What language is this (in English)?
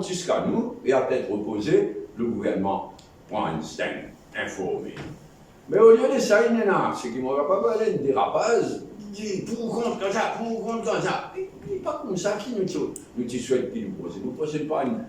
Morisyen